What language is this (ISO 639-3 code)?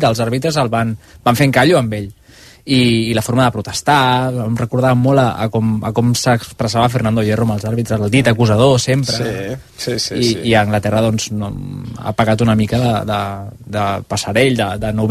cat